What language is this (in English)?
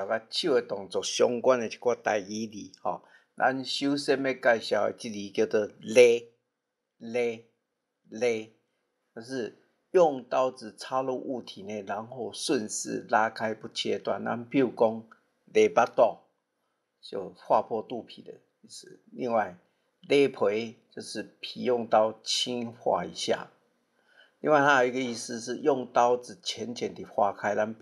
Min Nan Chinese